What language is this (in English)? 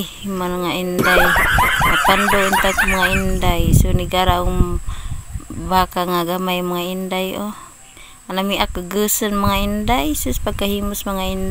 Cebuano